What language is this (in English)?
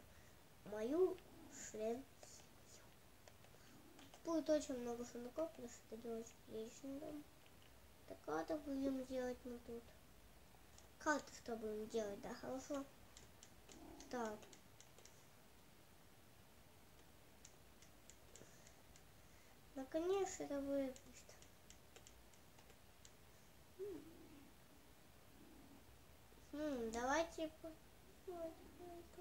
Russian